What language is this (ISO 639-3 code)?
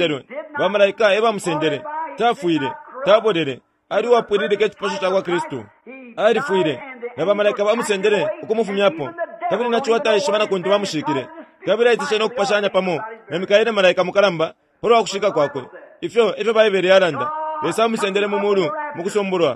bem